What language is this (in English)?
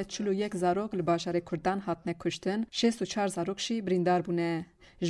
Kurdish